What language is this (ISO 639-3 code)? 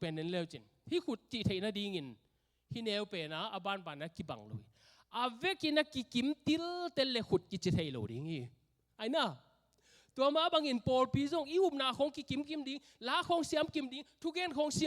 ctd